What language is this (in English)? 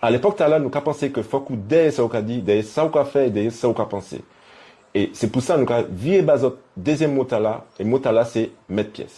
Guadeloupean Creole French